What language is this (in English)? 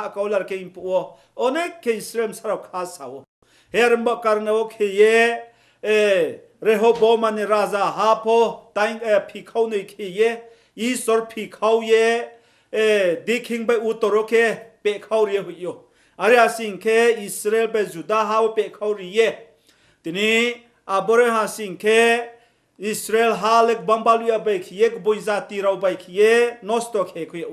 Riang (India)